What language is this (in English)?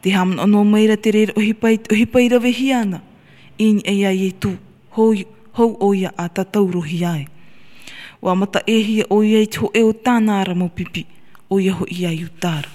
Tahitian